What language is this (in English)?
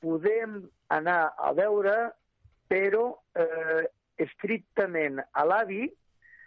Catalan